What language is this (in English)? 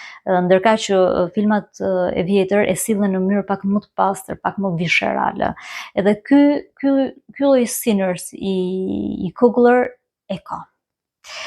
Albanian